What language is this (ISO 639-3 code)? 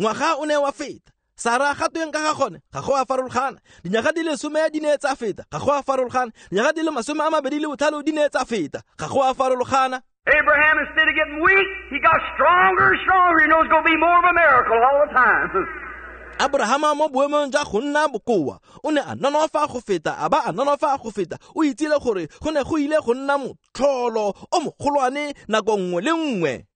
tsn